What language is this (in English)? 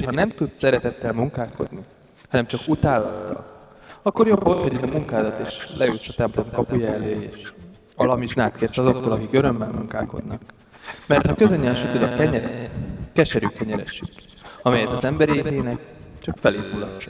Hungarian